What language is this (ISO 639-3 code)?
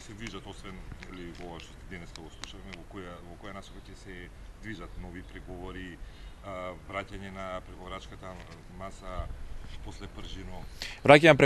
mkd